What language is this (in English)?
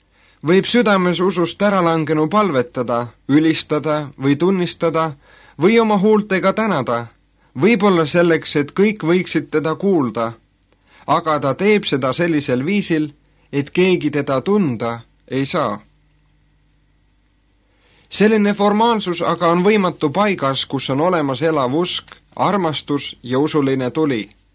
Estonian